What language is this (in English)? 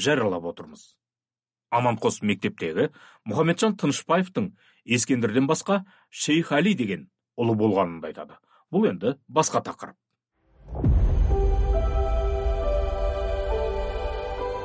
Kazakh